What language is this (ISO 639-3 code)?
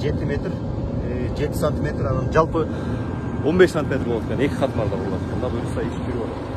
kir